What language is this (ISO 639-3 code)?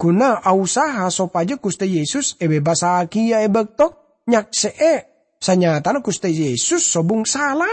mad